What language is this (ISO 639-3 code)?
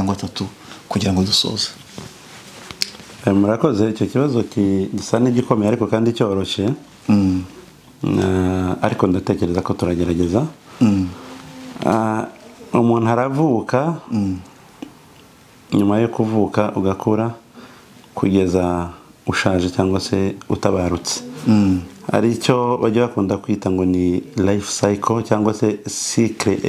kin